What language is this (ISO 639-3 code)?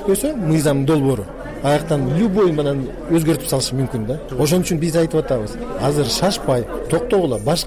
kir